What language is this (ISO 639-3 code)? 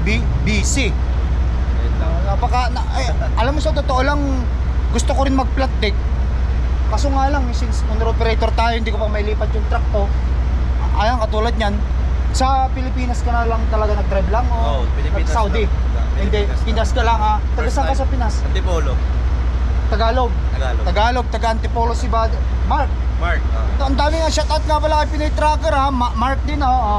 fil